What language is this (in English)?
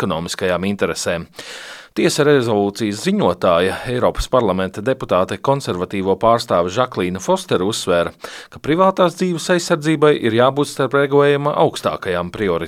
Latvian